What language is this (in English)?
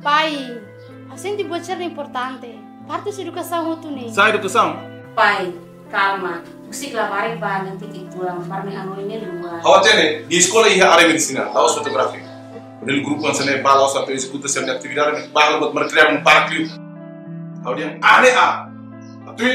Tetum